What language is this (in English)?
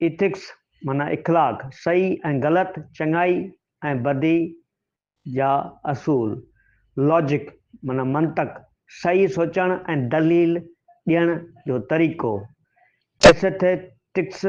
Sindhi